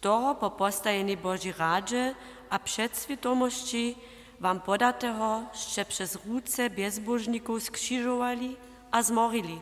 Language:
Upper Sorbian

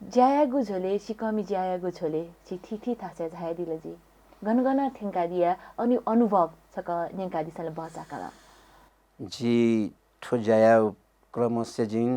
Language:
Newari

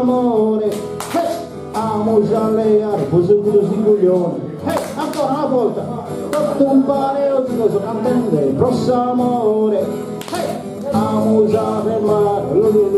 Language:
Sardinian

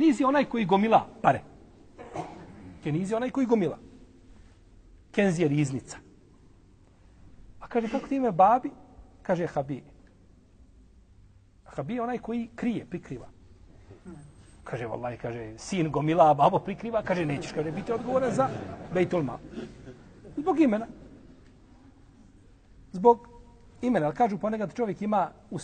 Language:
Bosnian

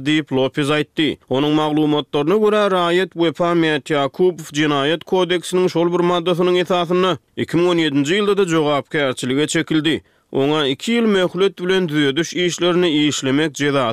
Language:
Turkmen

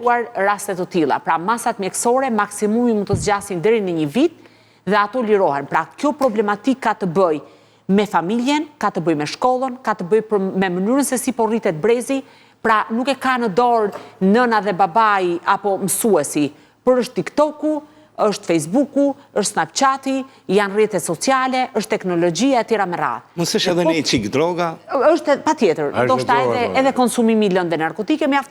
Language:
Albanian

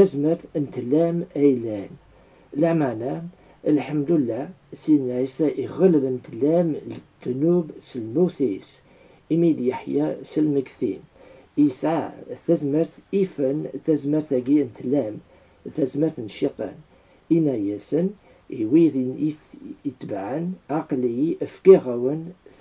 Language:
Kabyle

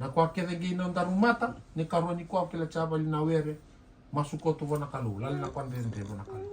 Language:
Fijian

